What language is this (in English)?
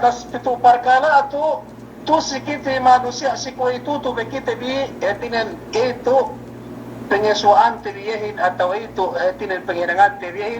Yakan